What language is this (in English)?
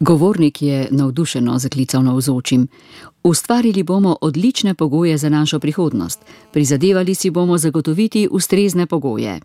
Slovenian